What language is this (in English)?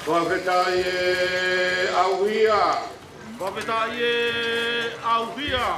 Tongan